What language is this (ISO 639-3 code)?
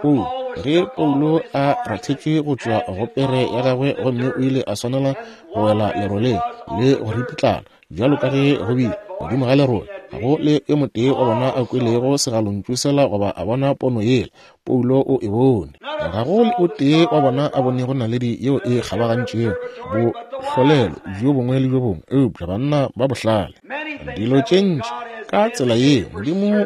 nso